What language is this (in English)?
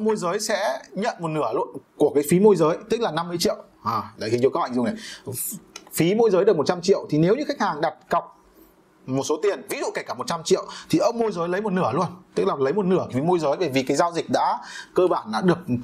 Vietnamese